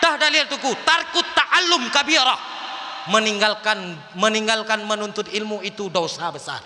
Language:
Achinese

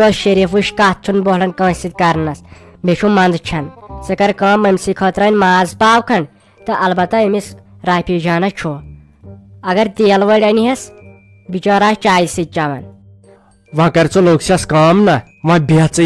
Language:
Kashmiri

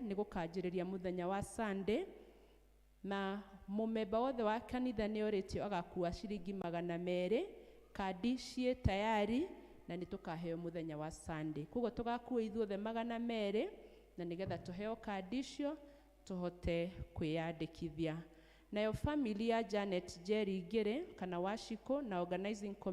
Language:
Kikuyu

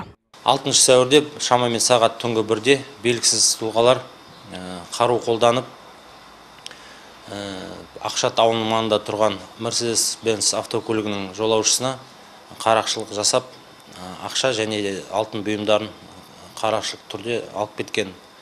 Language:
Kazakh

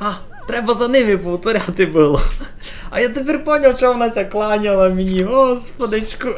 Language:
Rusyn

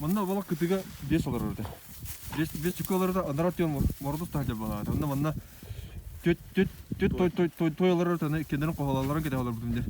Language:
Yakut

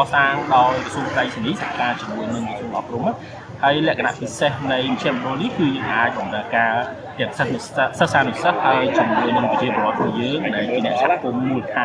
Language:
Khmer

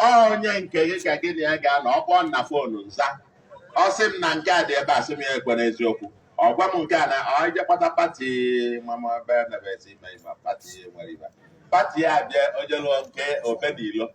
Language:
Igbo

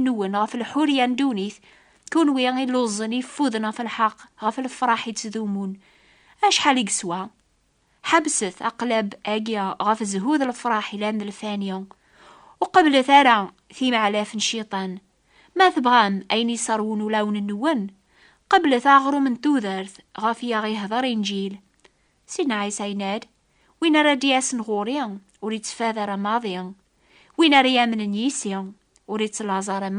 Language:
Kabyle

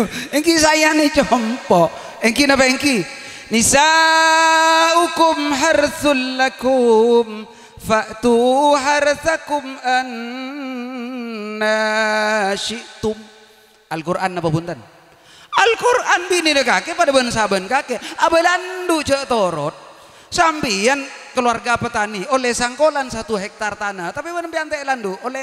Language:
Madurese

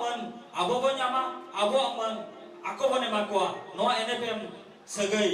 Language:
Santali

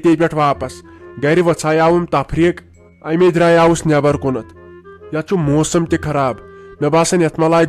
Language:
Kashmiri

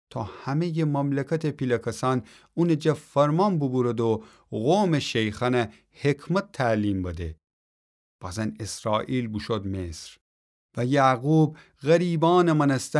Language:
Gilaki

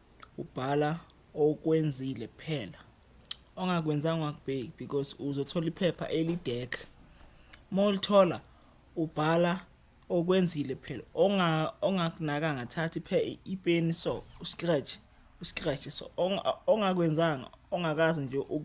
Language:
Zulu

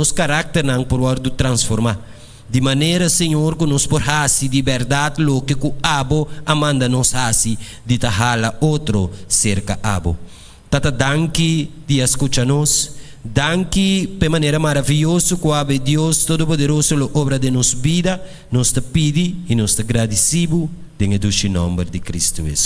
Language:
Papiamento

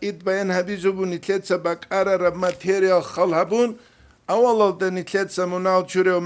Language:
Avaric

